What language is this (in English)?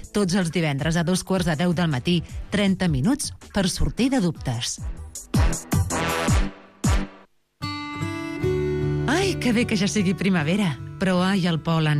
Catalan